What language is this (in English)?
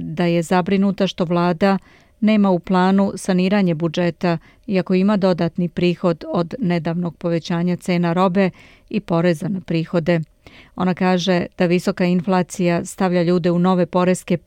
Serbian